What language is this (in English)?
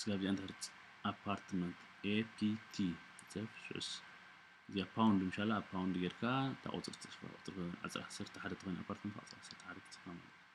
Tigrinya